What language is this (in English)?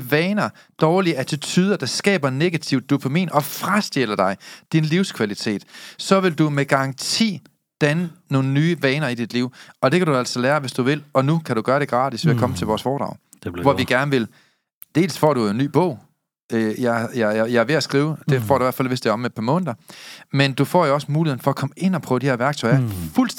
Danish